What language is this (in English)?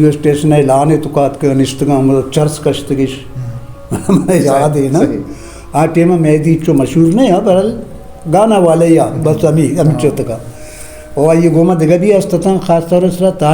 Eastern Balochi